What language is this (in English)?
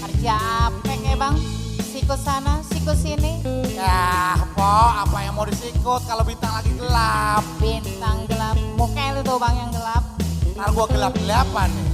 Betawi